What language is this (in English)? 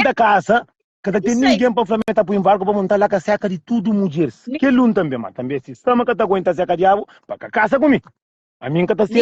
Kabuverdianu